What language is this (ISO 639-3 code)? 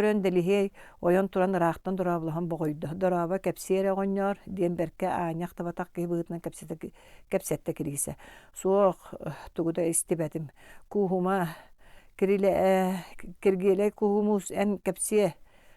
sah